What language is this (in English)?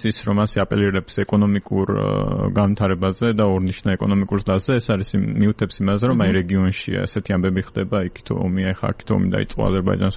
Georgian